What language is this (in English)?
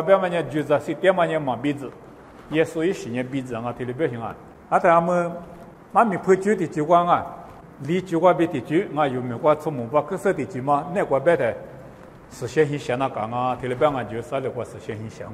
Lisu